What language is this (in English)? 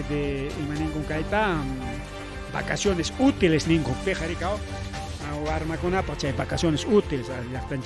Ayacucho Quechua